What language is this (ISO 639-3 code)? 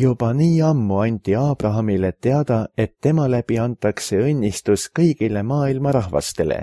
est